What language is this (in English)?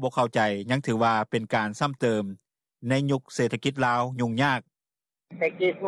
Lao